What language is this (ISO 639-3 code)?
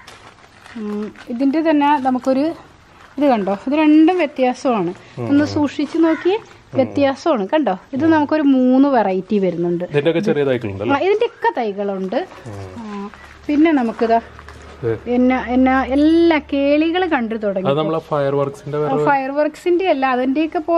mal